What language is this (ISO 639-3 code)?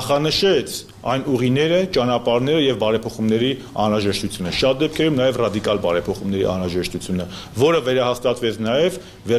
hye